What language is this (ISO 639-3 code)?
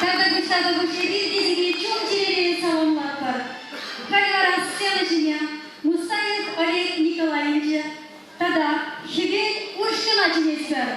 chv